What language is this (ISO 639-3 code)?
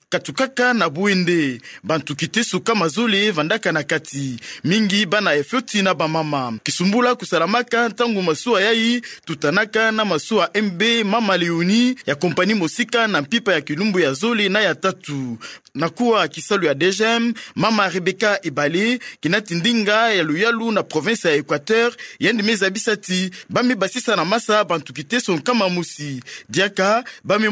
ktu